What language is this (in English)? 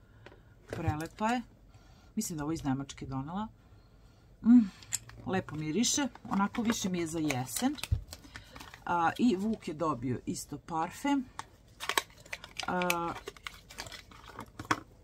Serbian